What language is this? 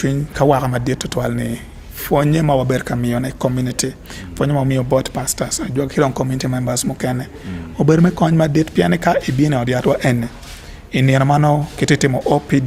Acoli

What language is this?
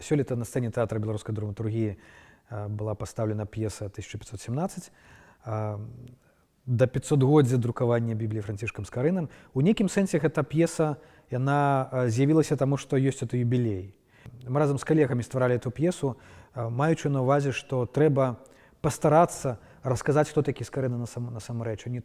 Belarusian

